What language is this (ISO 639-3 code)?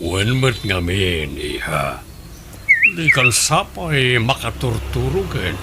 ilo